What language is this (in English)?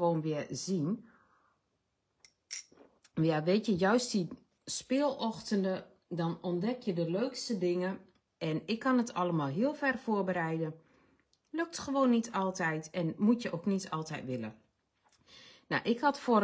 Dutch